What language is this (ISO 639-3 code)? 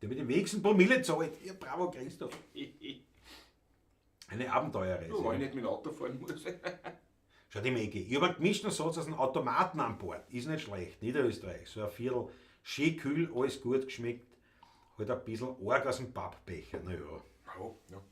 bar